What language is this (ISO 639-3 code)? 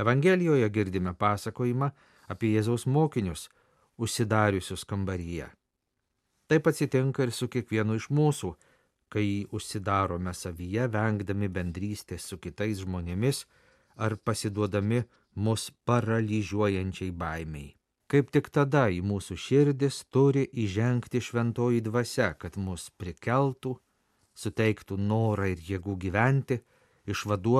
lit